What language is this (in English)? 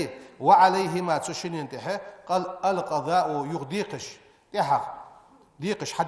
Ingush